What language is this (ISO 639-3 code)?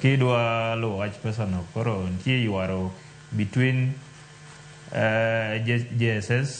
luo